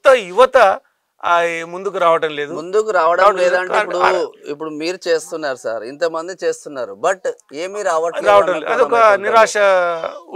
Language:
Telugu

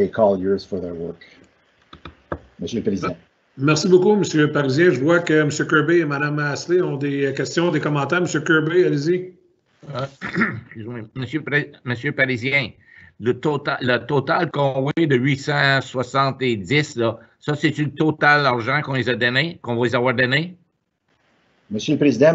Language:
French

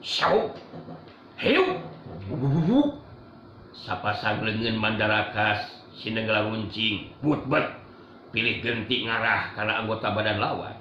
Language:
Sundanese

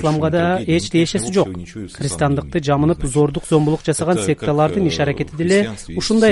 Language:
Kyrgyz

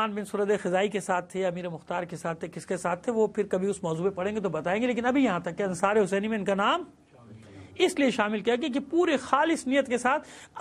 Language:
Urdu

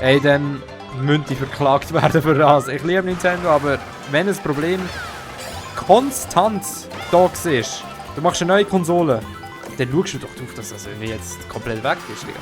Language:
Swiss German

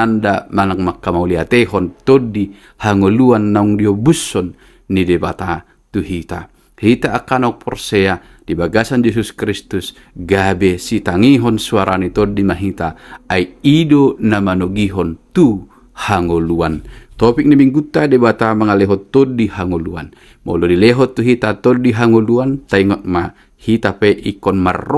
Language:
Batak Toba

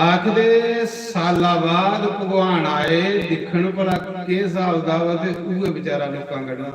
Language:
Dogri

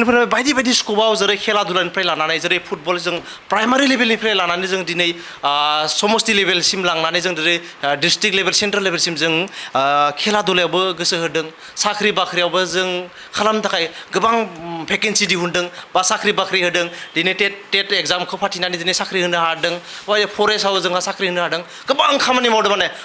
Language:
Bodo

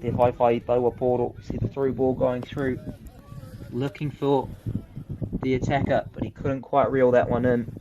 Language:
Māori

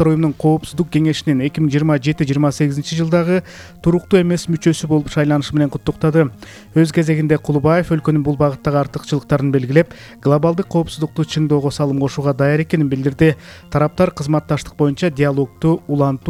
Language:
Kyrgyz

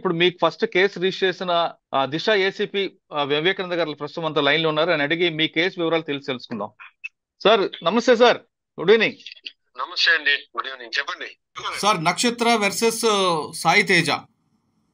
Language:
Telugu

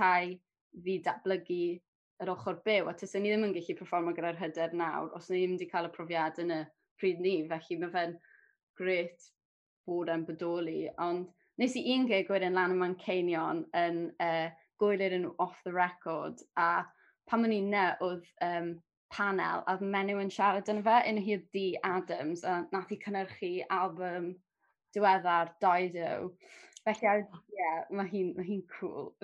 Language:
Welsh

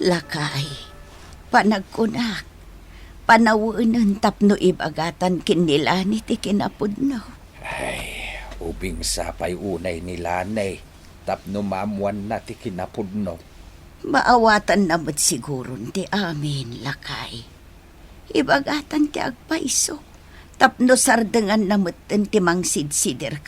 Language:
Iloko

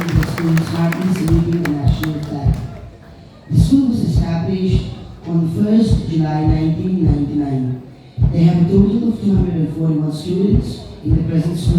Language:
Mizo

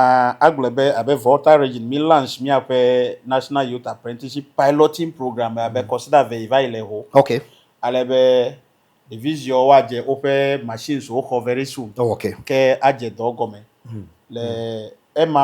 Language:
Ewe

